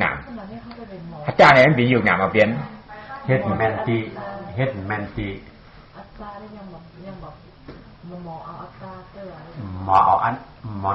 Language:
Shan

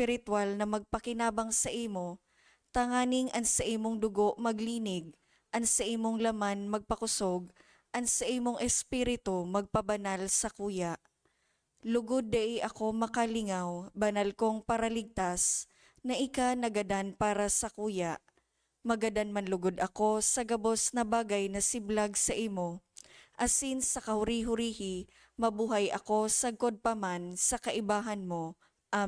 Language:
Bikol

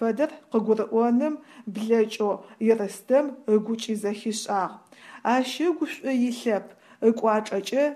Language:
Adyghe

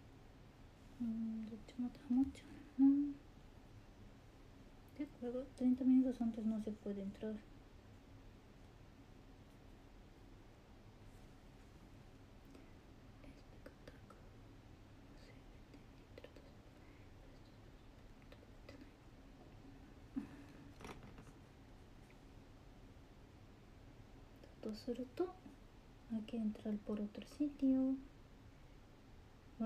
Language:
Japanese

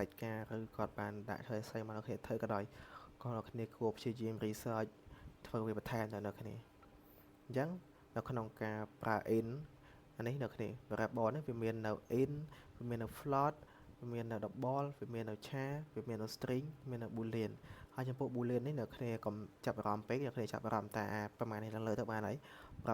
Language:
Khmer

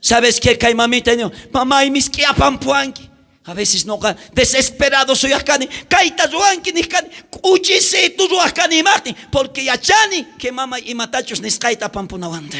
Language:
South Bolivian Quechua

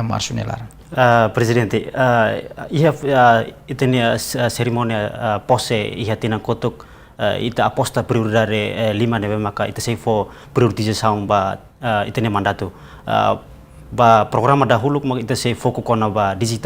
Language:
Tetum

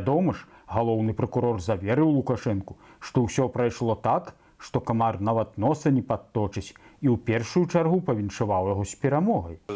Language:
Belarusian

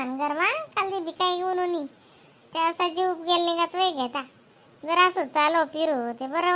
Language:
Khandesi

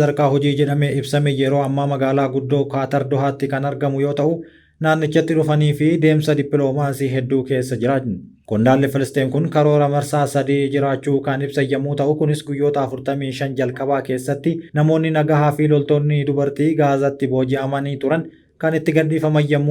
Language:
Oromo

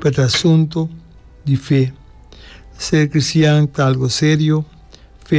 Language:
Papiamento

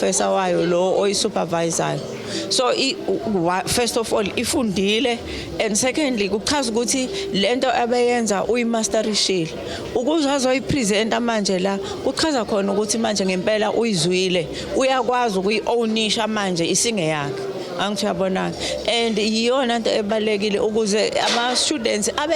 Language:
Zulu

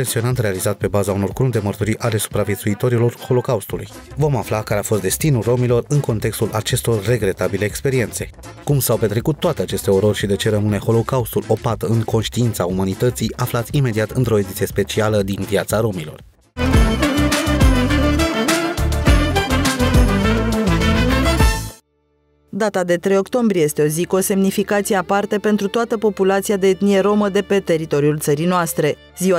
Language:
Romanian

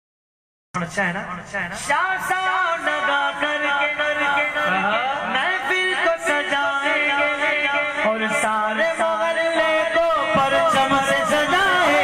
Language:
Urdu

